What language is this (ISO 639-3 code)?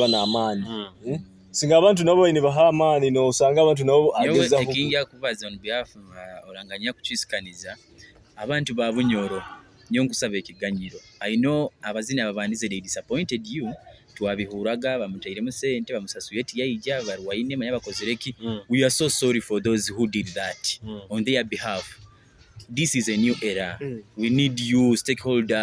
nyo